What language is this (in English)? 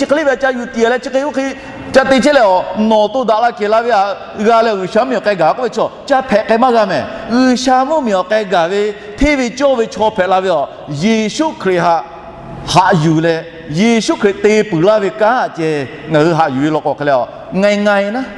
Lahu